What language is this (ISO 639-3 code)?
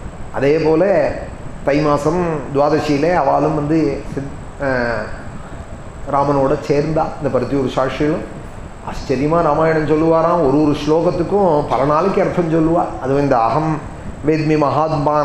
tam